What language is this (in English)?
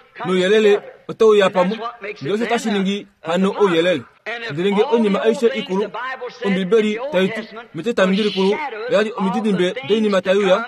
Kuanyama